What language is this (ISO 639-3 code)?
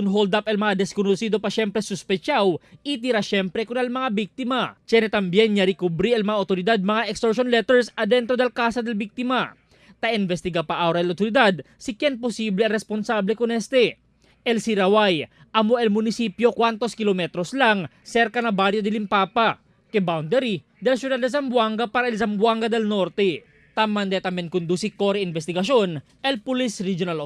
cbk